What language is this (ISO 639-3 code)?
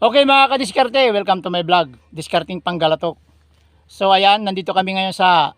pag